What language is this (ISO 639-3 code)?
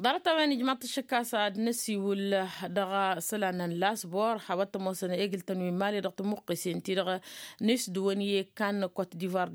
taq